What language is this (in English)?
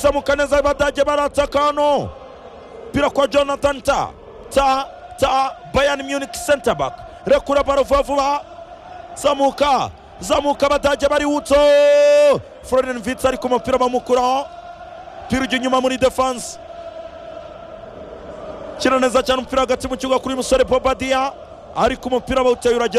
Kinyarwanda